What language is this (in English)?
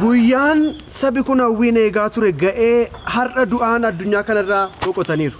Oromo